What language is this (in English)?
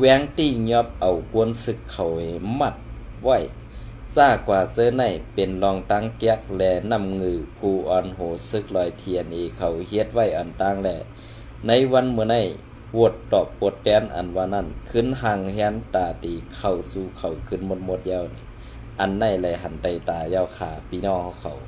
Shan